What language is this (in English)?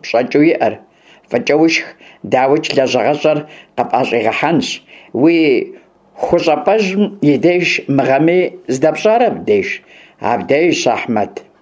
Kabardian